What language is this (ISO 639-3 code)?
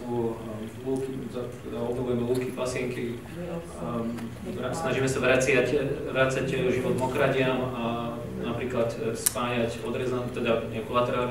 slk